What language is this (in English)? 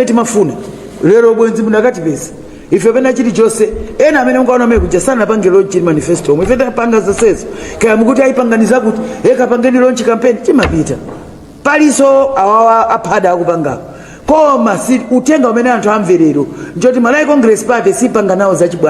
Nyanja